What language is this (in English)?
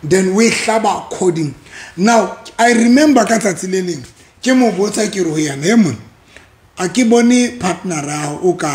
Southern Sotho